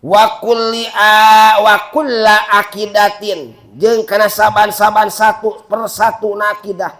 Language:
Sundanese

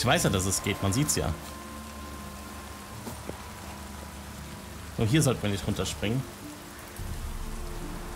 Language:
German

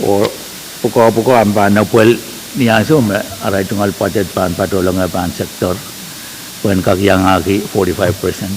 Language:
Pohnpeian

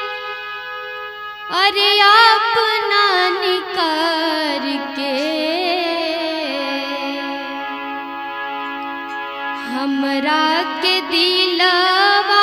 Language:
Bhojpuri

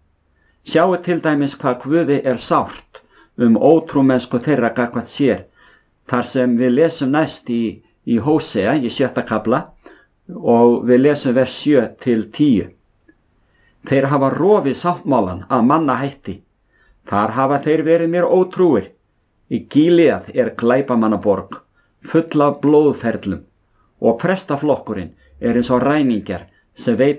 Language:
Icelandic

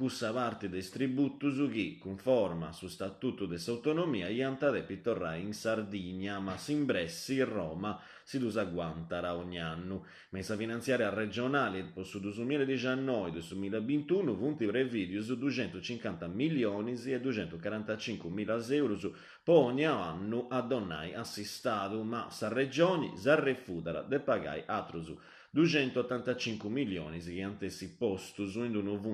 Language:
Sardinian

